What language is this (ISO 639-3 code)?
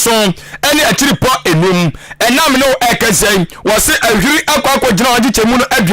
aka